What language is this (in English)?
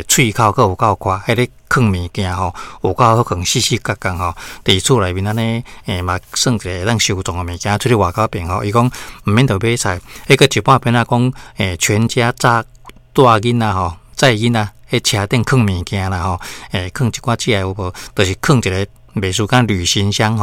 Min Nan Chinese